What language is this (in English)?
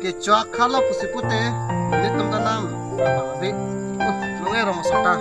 Karbi